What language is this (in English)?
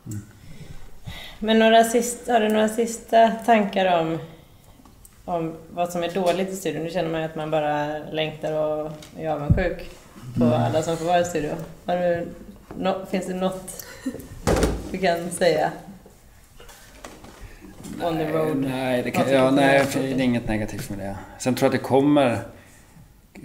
Swedish